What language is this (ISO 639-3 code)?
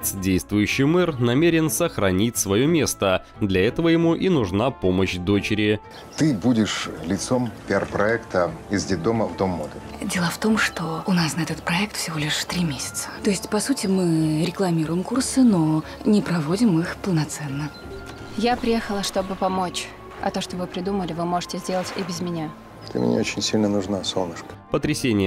rus